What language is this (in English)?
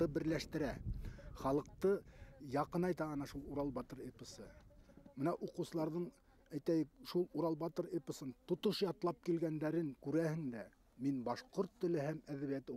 Bashkir